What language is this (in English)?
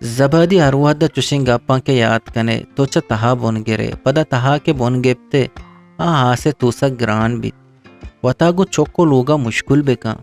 Eastern Balochi